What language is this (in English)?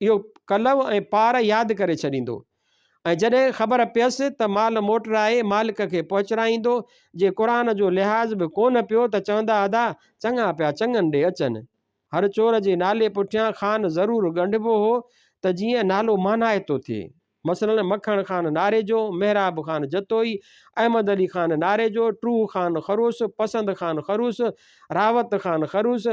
Sindhi